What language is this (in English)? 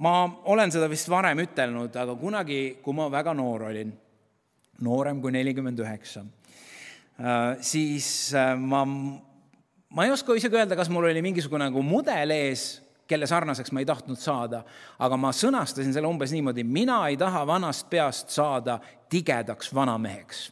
Estonian